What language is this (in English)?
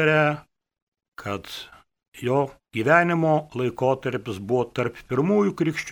Lithuanian